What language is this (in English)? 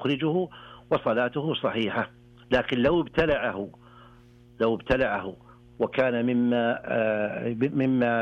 Arabic